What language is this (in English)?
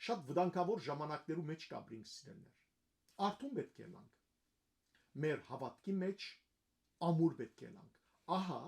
Western Armenian